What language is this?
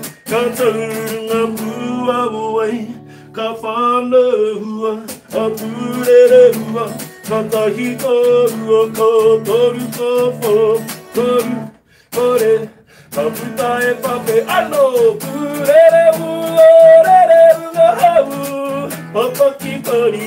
Māori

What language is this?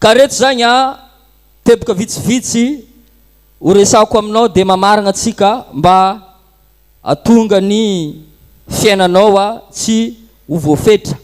Malagasy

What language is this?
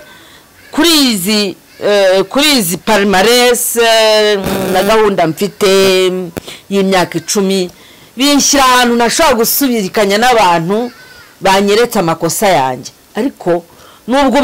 Kinyarwanda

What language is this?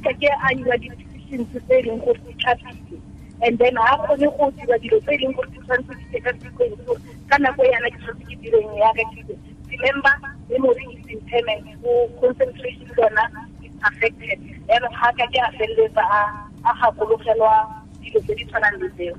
Tswana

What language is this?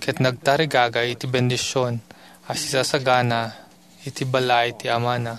Iloko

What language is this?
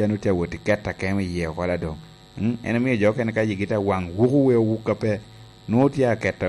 Lango (Uganda)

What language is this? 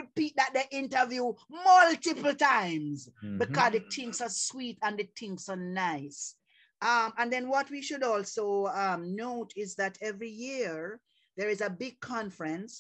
Jamaican Creole English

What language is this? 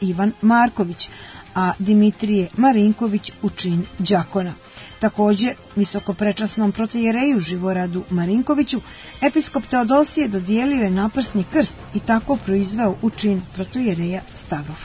Serbian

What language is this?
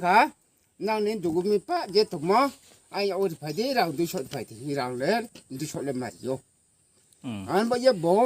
Riang (India)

